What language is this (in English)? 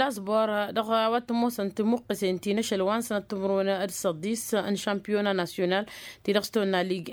Tamasheq